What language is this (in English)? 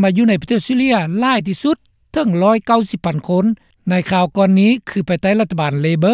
Lao